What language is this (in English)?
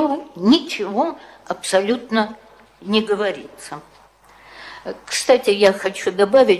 Russian